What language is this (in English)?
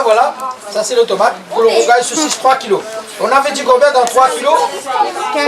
Réunion Creole French